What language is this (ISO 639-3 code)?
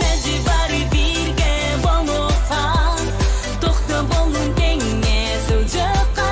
sah